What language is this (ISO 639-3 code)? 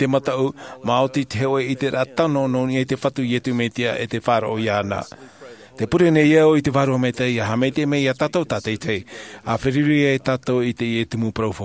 tah